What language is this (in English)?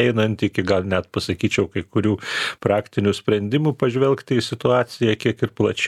Lithuanian